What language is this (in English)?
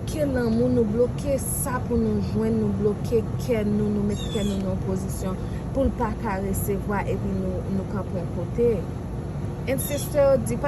Haitian Creole